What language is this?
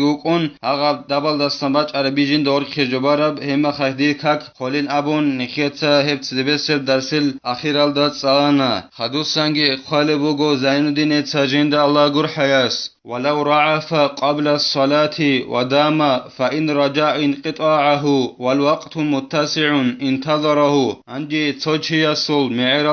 Avaric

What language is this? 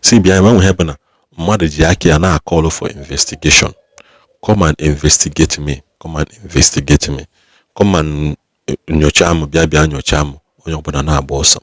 Igbo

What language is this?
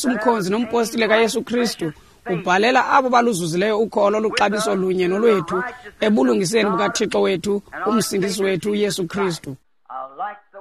Xhosa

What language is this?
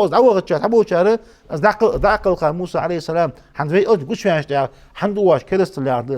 Ingush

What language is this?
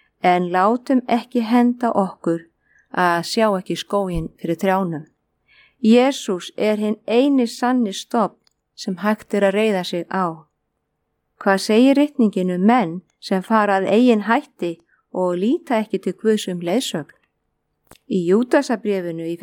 Icelandic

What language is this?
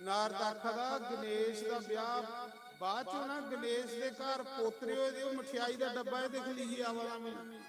Dogri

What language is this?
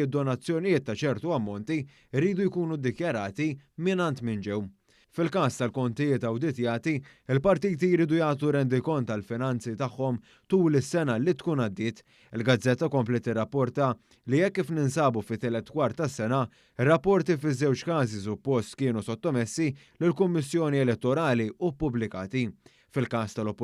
Maltese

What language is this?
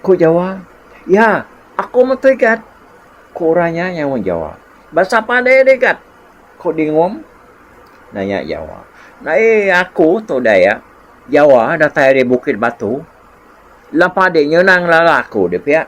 Iban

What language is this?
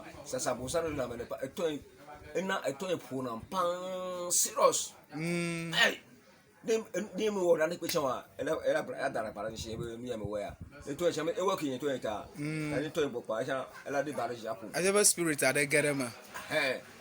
Ewe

